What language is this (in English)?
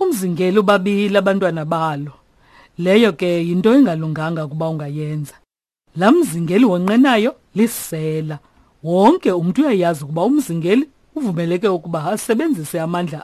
Xhosa